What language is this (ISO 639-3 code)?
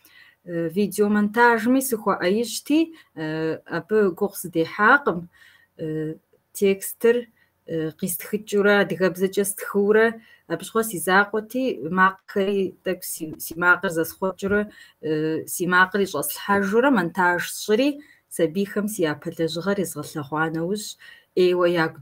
kbd